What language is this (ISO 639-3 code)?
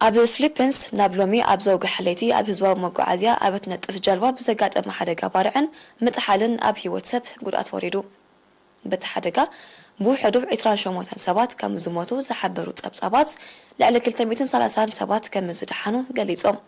tir